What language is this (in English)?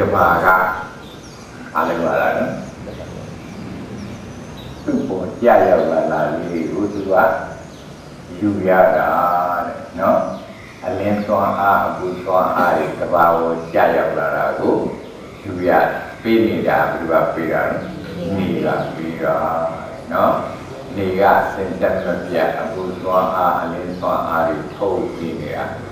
Burmese